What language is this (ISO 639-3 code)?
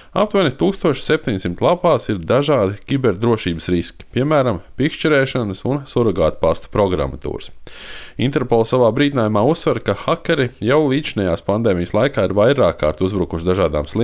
lav